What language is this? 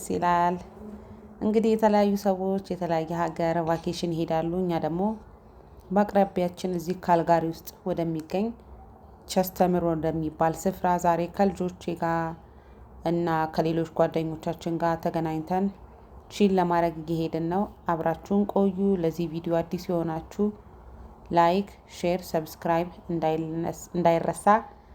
Amharic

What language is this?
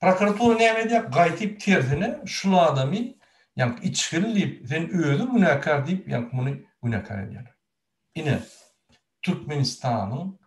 Turkmen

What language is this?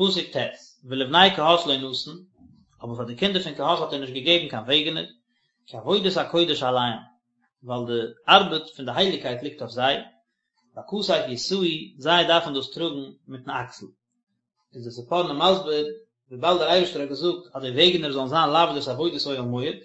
Yiddish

